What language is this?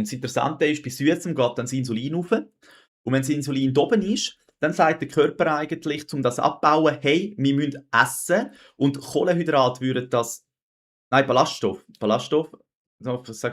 Swiss German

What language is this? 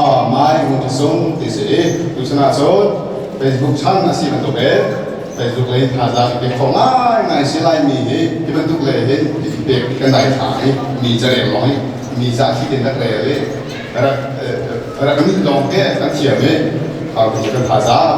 Hakha Chin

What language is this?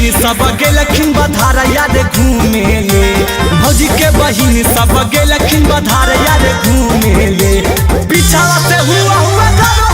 Magahi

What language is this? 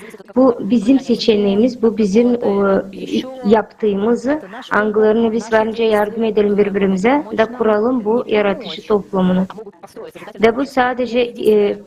Gagauz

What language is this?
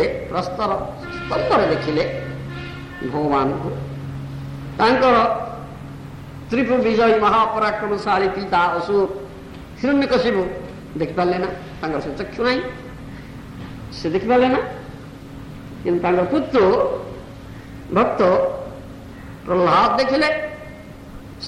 Odia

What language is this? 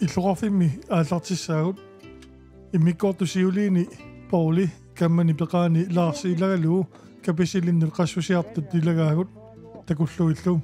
Kalaallisut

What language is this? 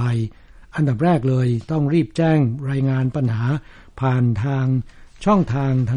Thai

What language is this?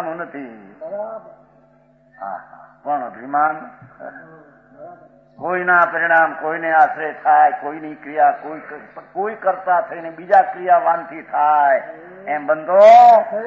Gujarati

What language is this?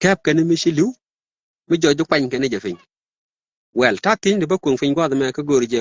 Nuer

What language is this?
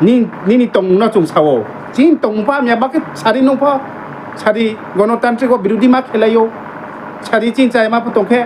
Riang (India)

